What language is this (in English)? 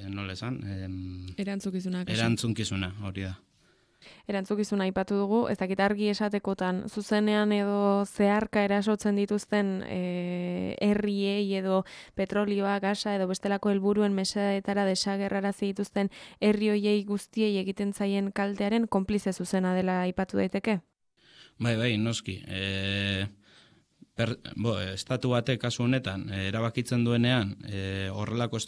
Basque